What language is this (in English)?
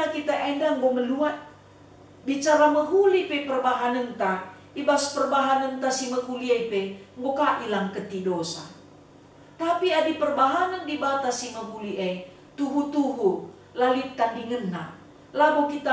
Batak Karo